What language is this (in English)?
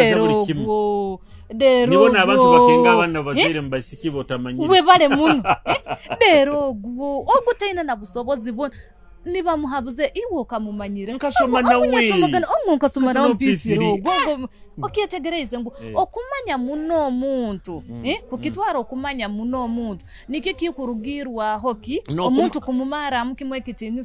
Nyoro